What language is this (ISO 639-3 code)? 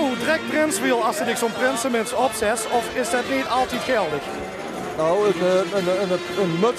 lim